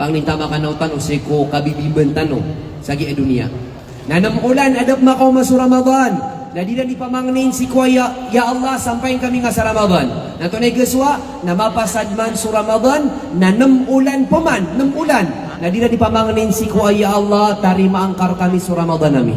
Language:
Maranao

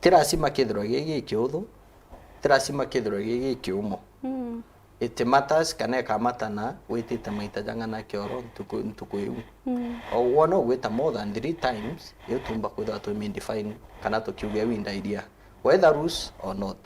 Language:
Meru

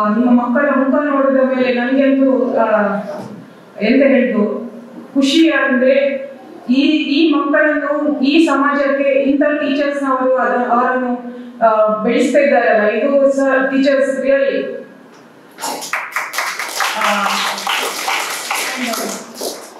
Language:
Kannada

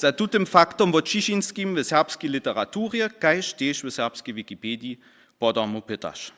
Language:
Upper Sorbian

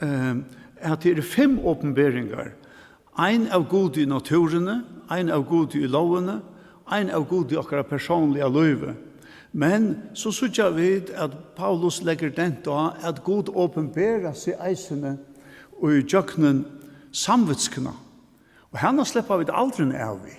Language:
Faroese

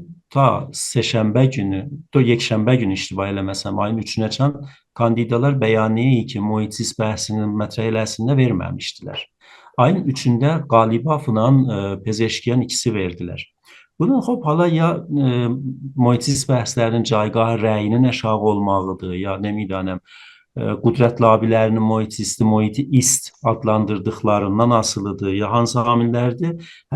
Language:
South Azerbaijani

